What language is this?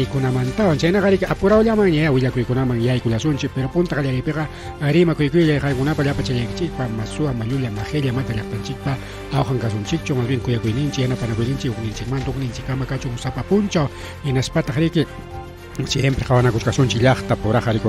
Ayacucho Quechua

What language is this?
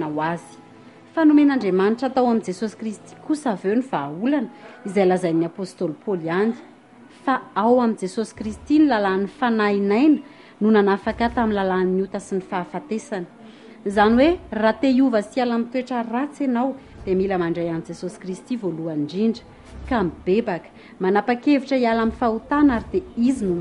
Malagasy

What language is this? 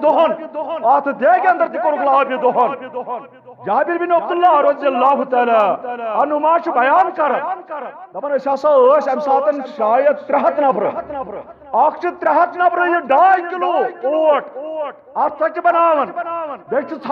Kashmiri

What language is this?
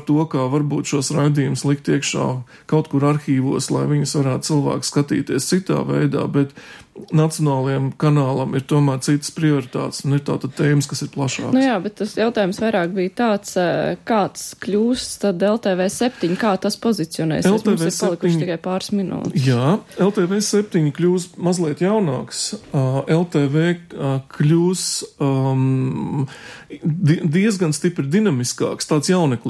Latvian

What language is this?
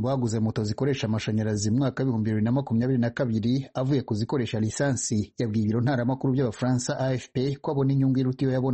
Kinyarwanda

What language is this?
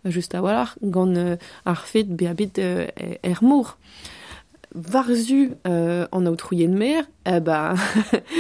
Breton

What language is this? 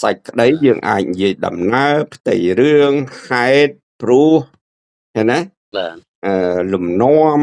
Khmer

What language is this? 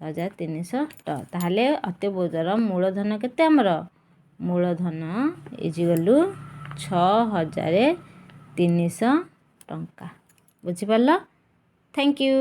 Odia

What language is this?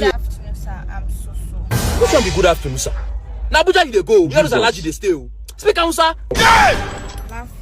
Nigerian Pidgin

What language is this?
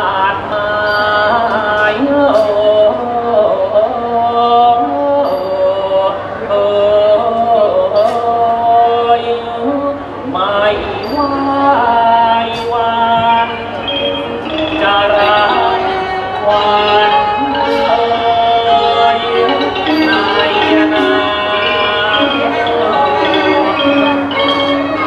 Thai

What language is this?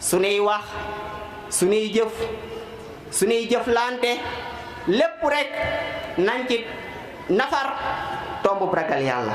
Wolof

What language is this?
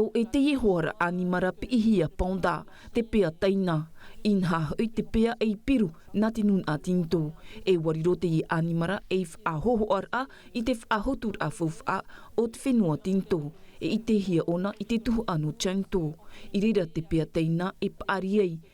Tahitian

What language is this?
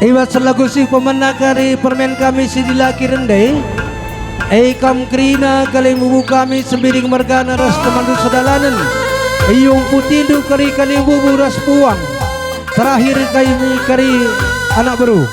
Batak Karo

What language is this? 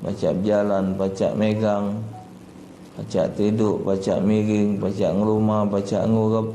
Musi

